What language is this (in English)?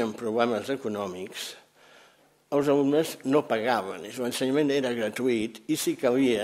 Catalan